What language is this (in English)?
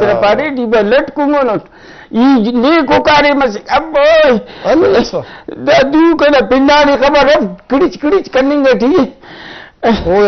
Brahui